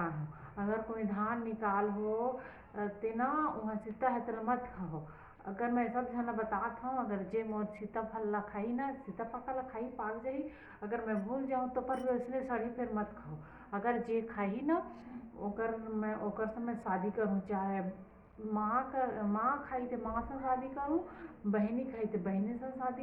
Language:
Chhattisgarhi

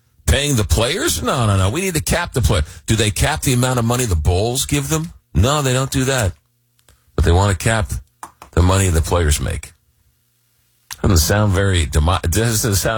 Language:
English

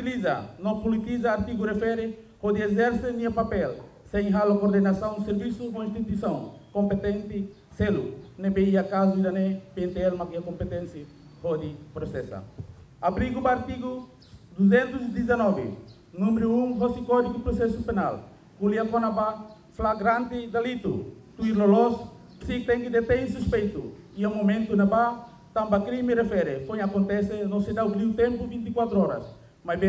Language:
Tetum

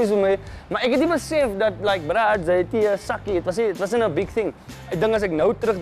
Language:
Afrikaans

